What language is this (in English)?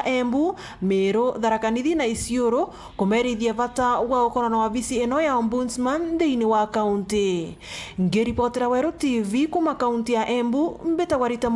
Meru